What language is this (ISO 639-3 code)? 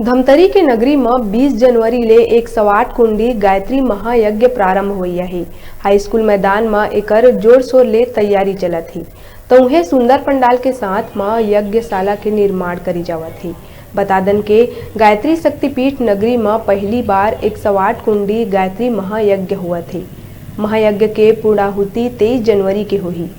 hne